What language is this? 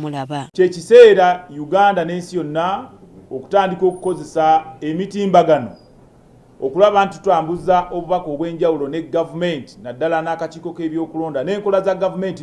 Ganda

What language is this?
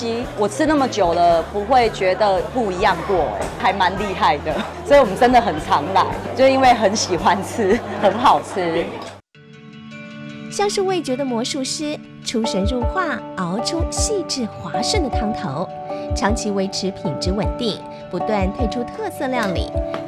Chinese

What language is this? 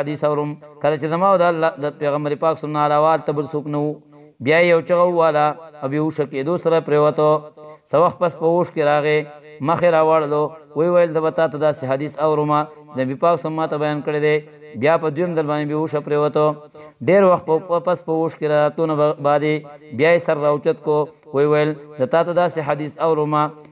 Pashto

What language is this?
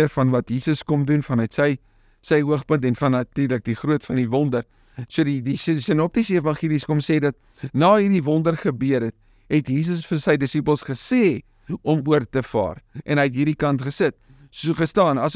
Afrikaans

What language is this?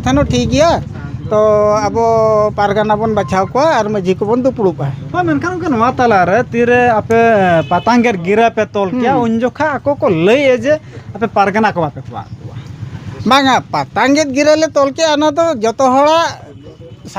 Santali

